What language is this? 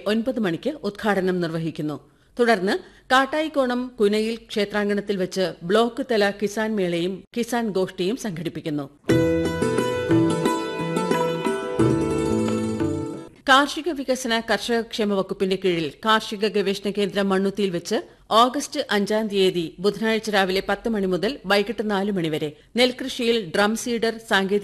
Malayalam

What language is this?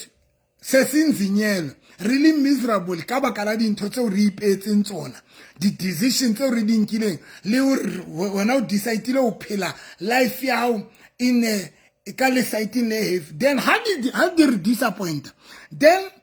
Southern Sotho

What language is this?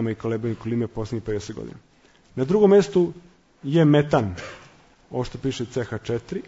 Serbian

